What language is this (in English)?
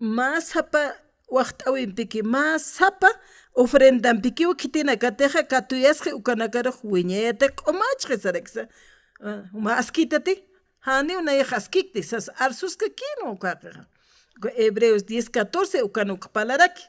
Aymara